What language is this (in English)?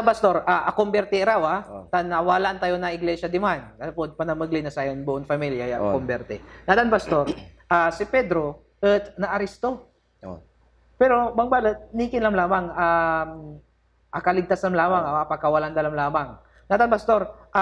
Pangasinan